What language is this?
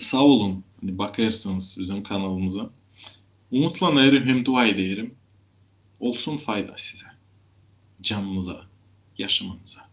Gagauz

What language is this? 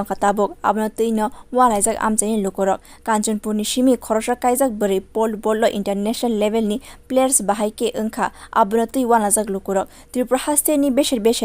Kok Borok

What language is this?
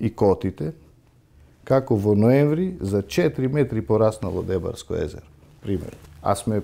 Macedonian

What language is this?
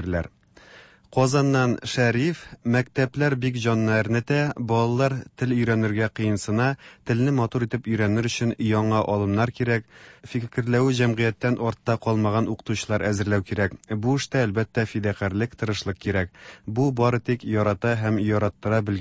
Tatar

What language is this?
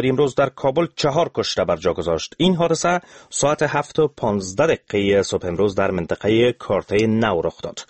Persian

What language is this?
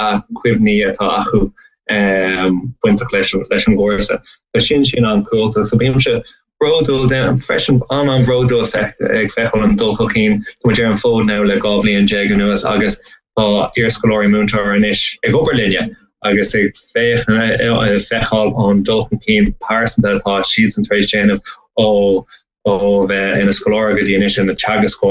Irish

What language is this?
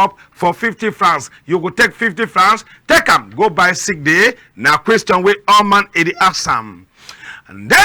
Cameroon Pidgin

